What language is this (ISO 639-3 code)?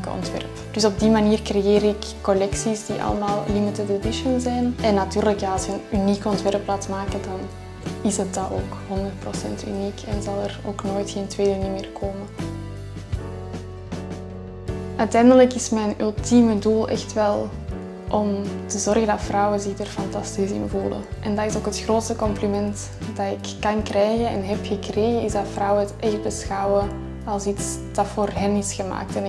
nld